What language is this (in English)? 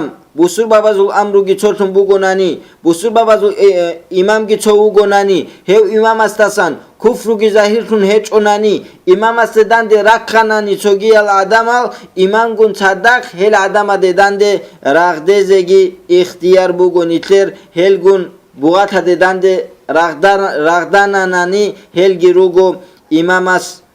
Avaric